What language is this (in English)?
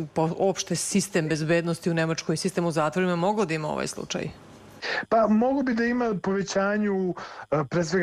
Serbian